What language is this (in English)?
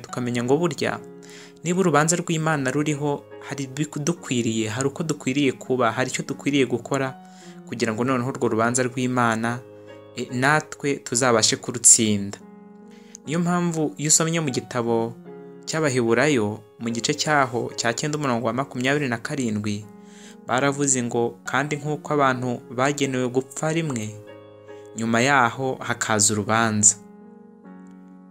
Kinyarwanda